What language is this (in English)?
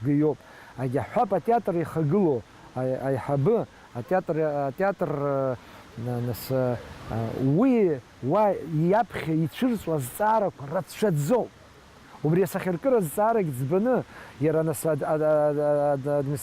Abkhazian